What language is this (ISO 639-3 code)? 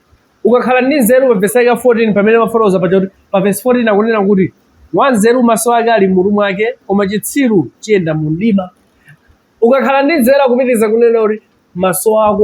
nya